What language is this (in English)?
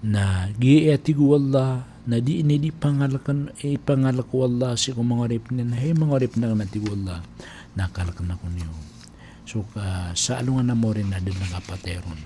Maranao